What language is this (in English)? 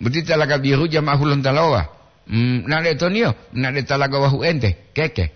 Gorontalo